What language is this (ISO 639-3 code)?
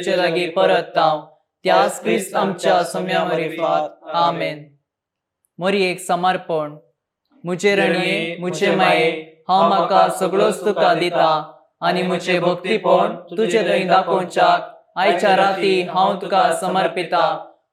kok